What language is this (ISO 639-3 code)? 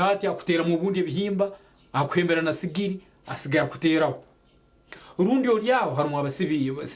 nyn